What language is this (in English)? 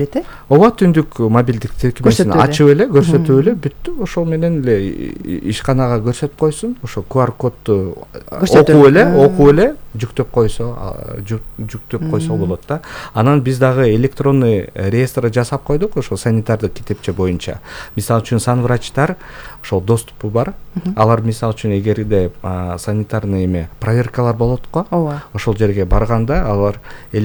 Kyrgyz